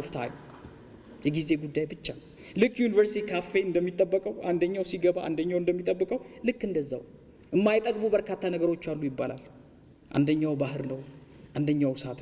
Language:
Amharic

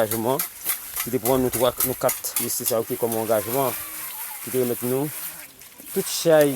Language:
Haitian Creole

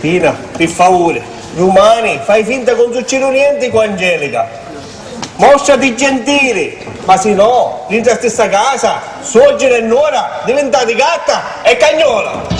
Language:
Sicilian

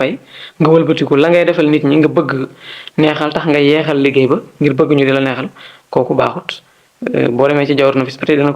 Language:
Wolof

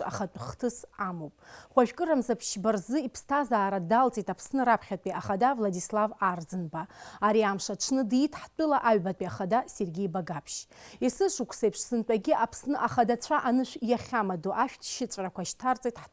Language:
Abkhazian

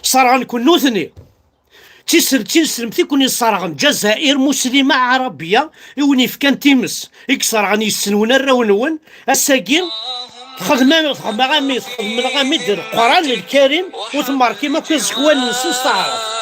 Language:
Kabyle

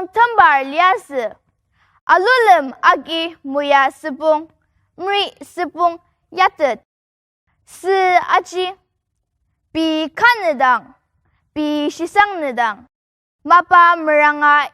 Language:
Ao Naga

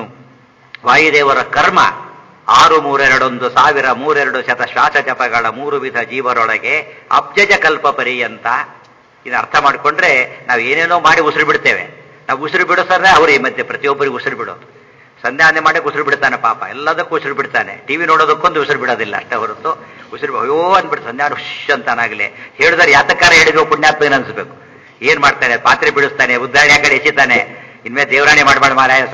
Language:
Kannada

